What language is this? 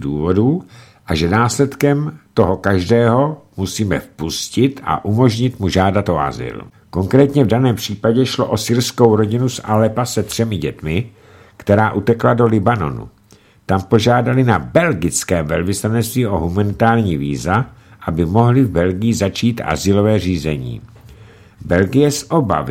Czech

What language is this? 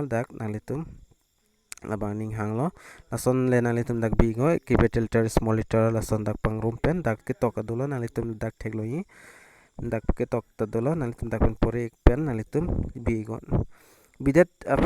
Karbi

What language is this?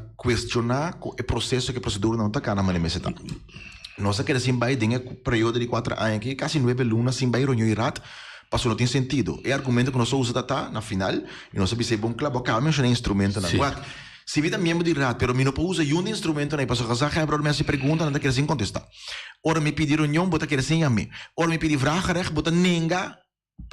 Papiamento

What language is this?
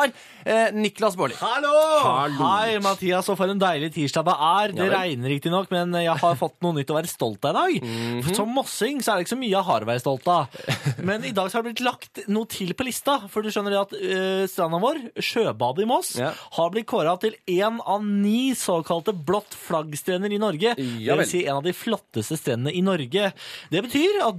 Norwegian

